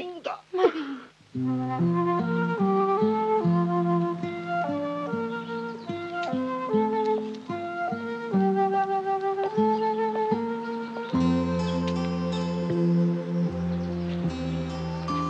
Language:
Italian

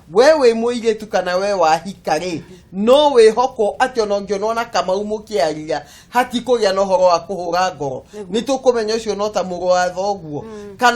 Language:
Kikuyu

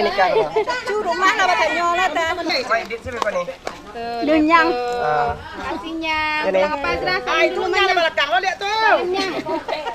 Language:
Minangkabau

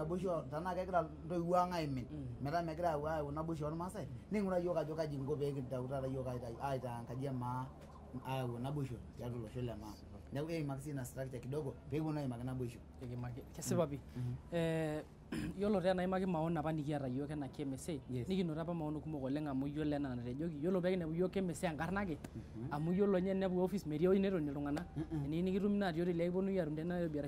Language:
Masai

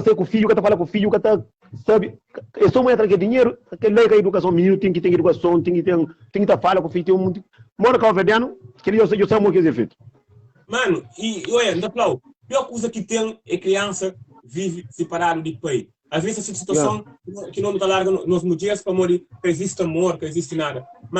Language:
Kabuverdianu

